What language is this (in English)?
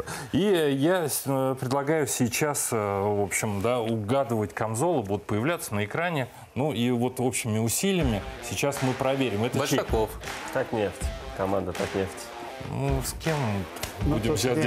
Russian